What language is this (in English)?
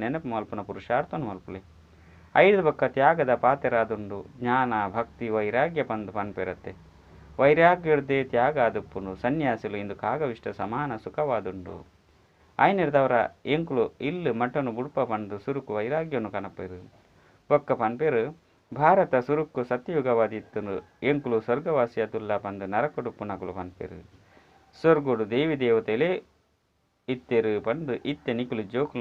Tulu